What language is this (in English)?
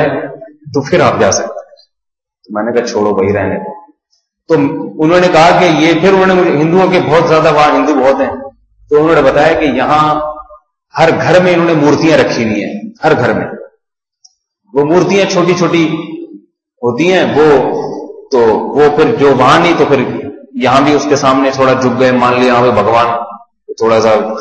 Urdu